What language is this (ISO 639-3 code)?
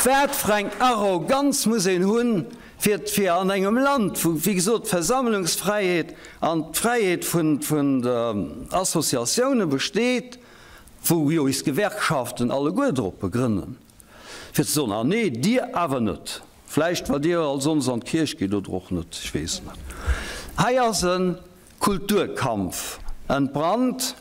ltz